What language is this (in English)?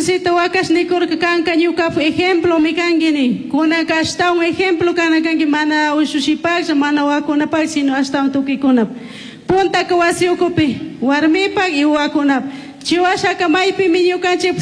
Chimborazo Highland Quichua